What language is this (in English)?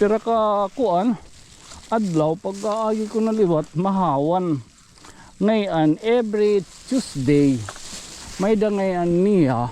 Waray